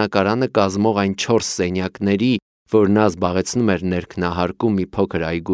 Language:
Armenian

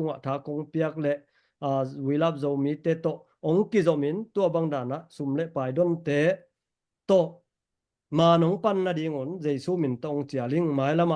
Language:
Tedim Chin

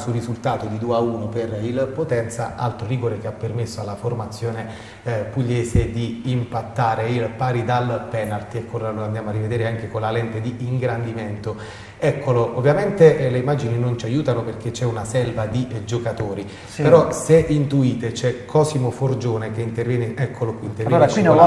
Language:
Italian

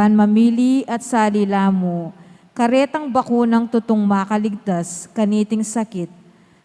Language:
Pampanga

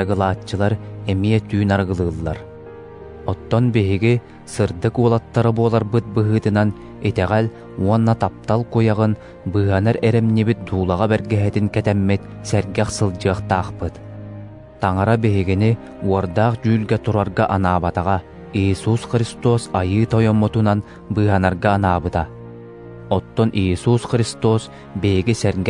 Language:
Yakut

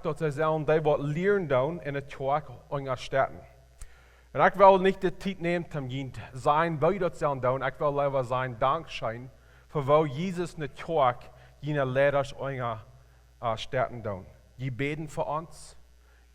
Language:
Plautdietsch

